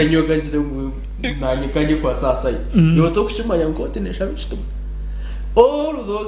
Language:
Nyankole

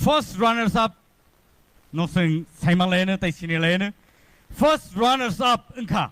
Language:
Riang (India)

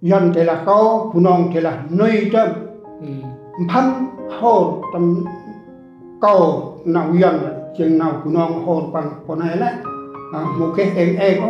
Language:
Central Mnong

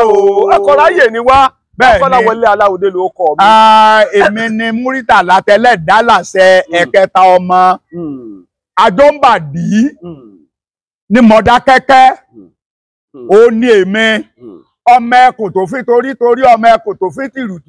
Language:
Yoruba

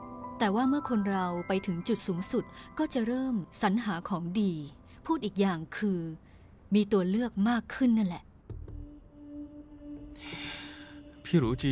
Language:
Thai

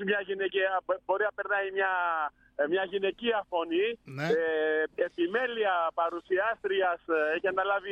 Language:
Greek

